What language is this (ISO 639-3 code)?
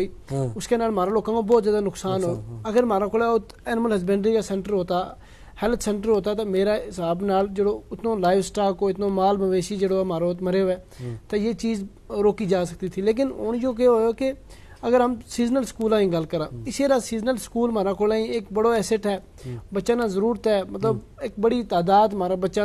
gju